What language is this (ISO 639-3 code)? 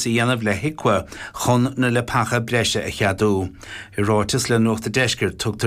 gle